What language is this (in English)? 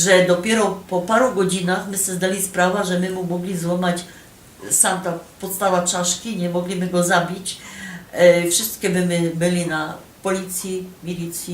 Silesian